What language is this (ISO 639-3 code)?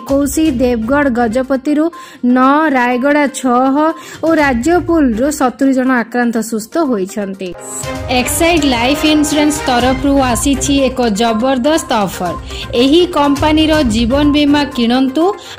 ori